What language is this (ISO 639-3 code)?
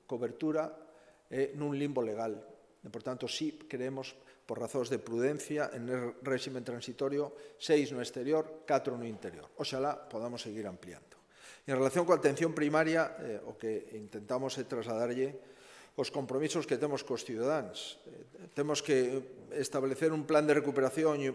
glg